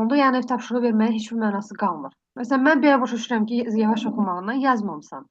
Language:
Azerbaijani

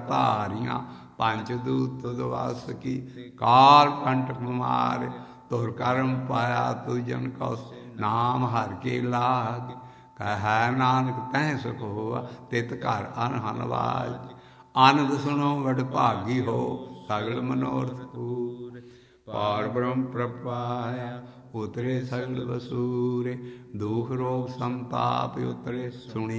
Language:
Punjabi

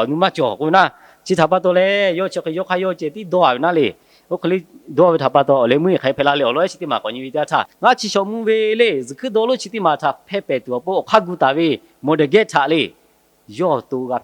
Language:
Lahu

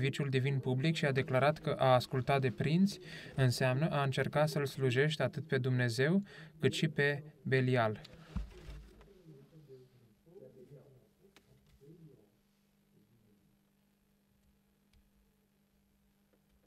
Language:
Romanian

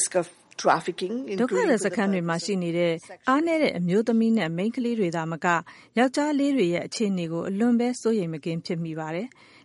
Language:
Burmese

